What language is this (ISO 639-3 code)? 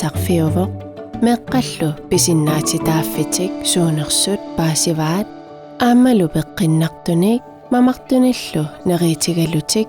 kal